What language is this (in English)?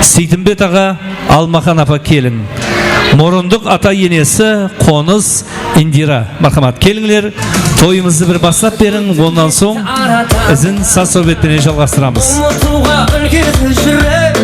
Kara-Kalpak